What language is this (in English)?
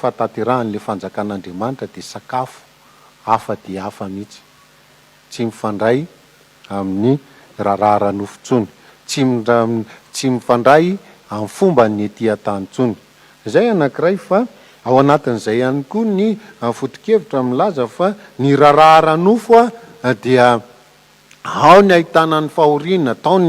Malagasy